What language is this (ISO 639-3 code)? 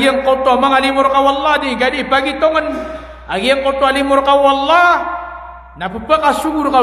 mrw